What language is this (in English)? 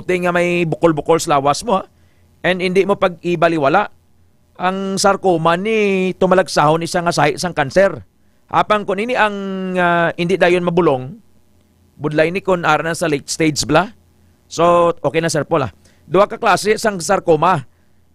Hiligaynon